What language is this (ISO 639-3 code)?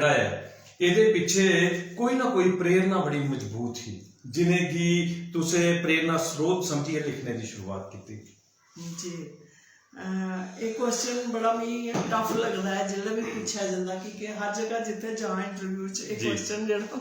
doi